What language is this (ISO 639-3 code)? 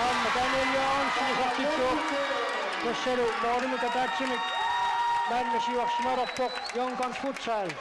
kal